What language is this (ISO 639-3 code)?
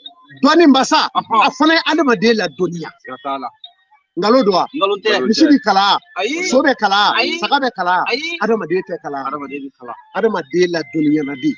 bam